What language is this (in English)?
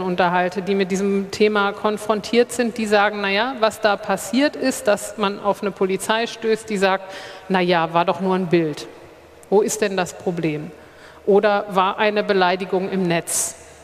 German